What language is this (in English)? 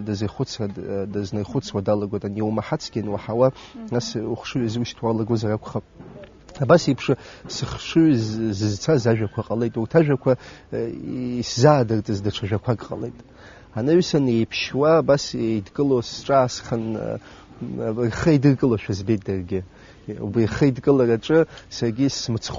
Abkhazian